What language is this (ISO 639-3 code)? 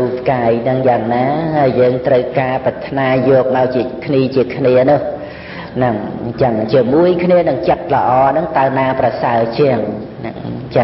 khm